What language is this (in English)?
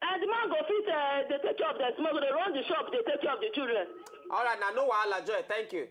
Nigerian Pidgin